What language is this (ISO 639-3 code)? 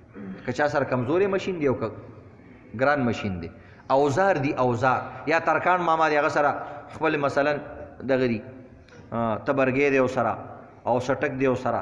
pus